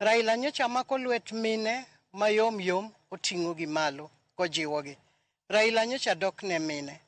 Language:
Luo (Kenya and Tanzania)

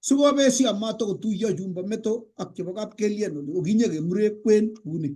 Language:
Kalenjin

